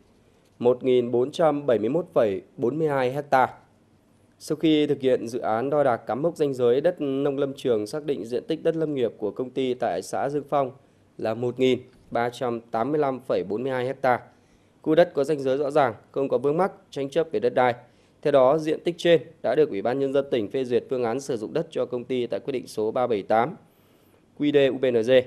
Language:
Vietnamese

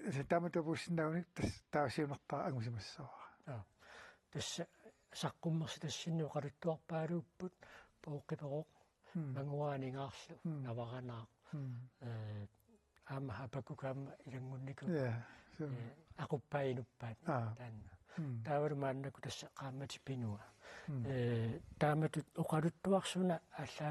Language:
Kalaallisut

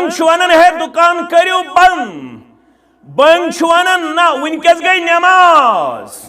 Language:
Kashmiri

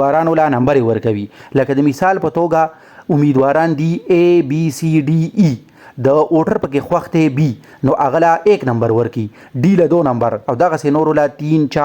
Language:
Pashto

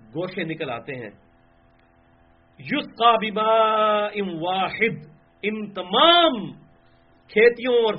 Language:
Urdu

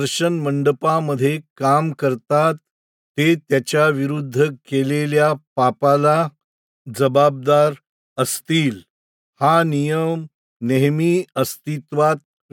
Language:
Marathi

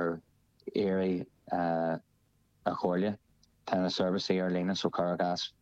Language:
Irish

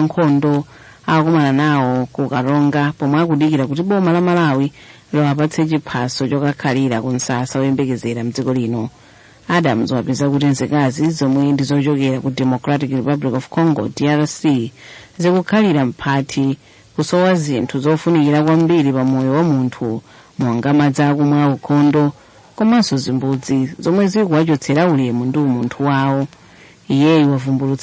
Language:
Nyanja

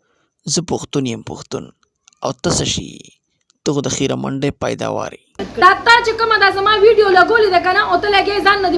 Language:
Pashto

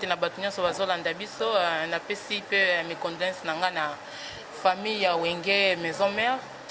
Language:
Lingala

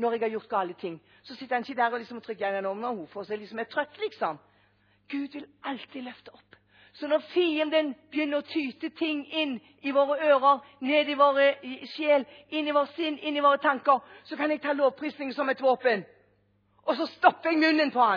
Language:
Norwegian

